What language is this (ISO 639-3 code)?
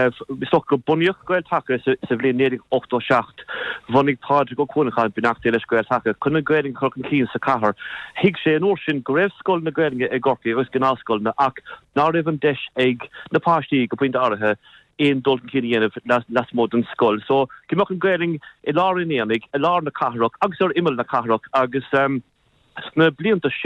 gle